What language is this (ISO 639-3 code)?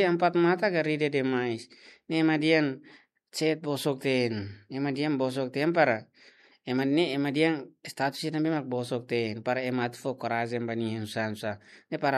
tet